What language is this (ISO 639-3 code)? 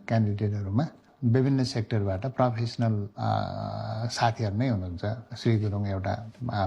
nep